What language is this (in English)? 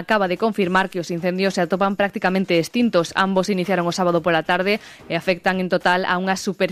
Galician